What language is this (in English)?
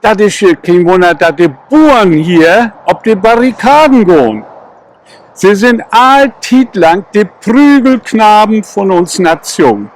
Low German